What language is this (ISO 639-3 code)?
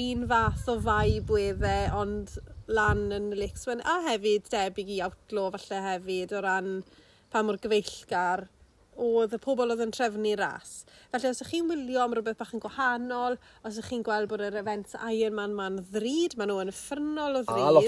cym